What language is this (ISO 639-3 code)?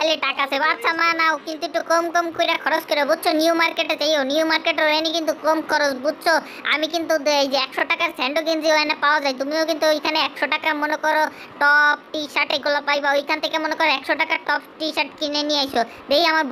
ben